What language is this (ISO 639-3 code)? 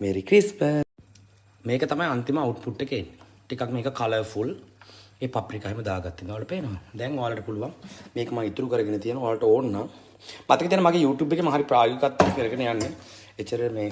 sin